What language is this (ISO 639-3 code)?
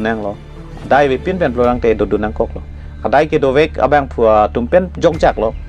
mjw